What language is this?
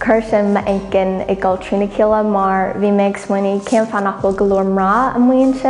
Irish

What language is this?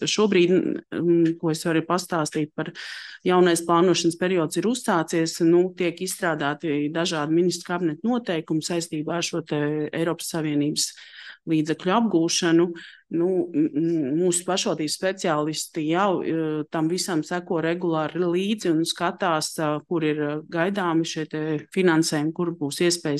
Latvian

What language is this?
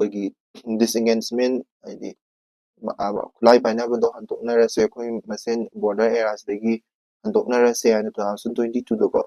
Manipuri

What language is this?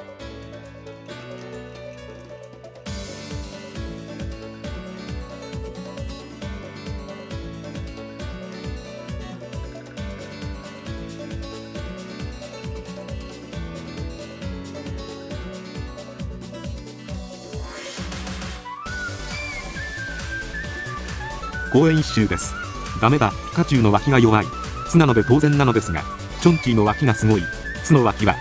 Japanese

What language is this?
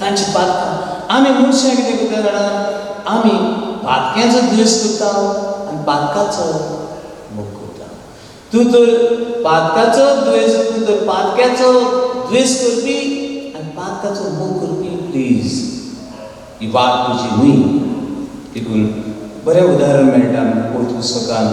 Konkani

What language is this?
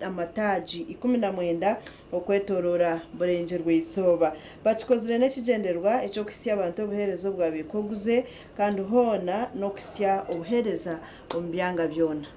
Nyankole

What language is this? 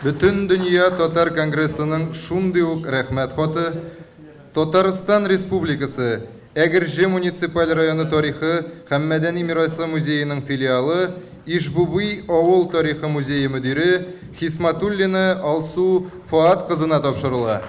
Tatar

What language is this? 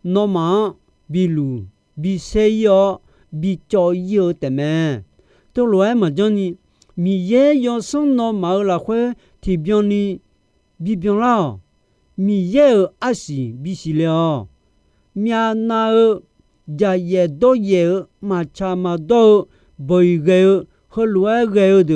Akha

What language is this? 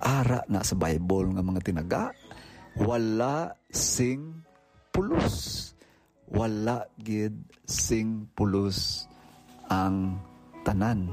Hiligaynon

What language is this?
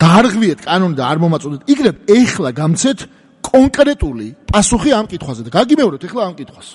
Georgian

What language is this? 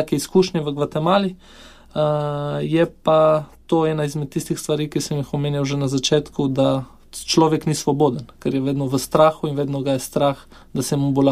Slovenian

